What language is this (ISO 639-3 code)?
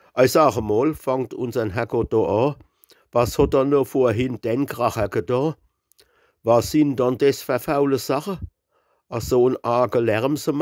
pfl